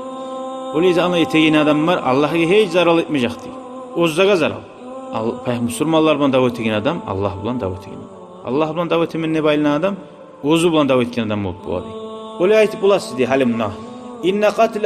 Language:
Kumyk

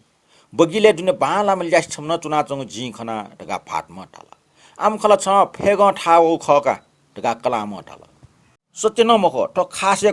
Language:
Newari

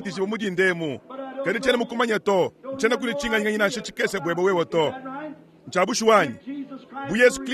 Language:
Luba-Lulua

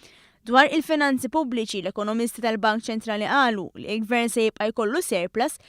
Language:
Maltese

